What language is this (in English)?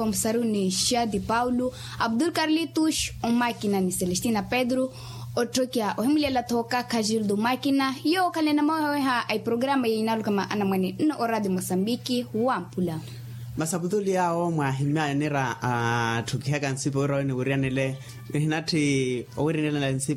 Makhuwa